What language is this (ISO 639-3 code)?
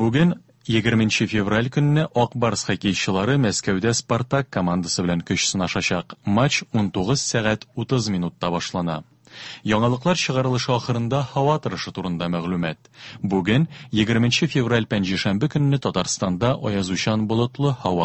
tat